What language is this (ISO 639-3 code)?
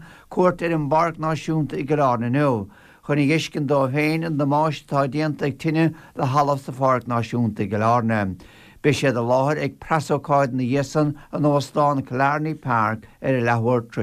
gle